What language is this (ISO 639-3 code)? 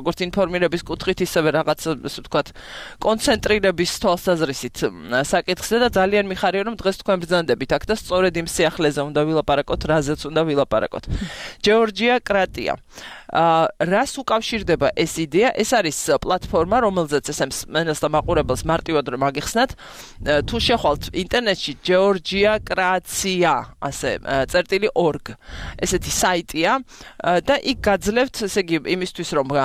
kat